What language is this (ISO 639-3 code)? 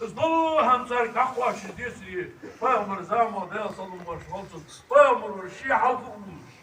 inh